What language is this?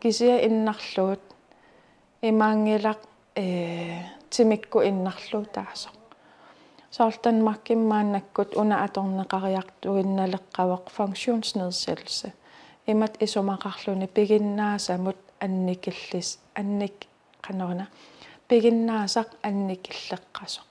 Kalaallisut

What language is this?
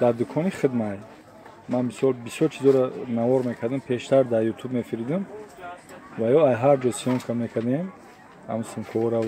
Tajik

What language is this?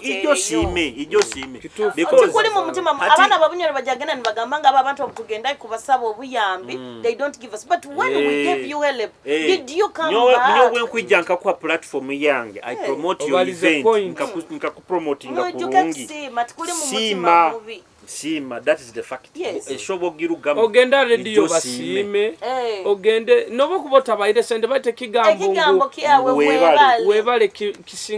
Nyoro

